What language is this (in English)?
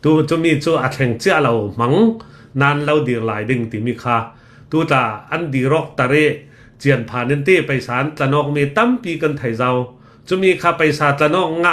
Hakha Chin